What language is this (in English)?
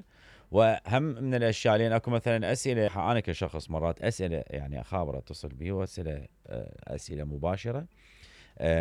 Mesopotamian Arabic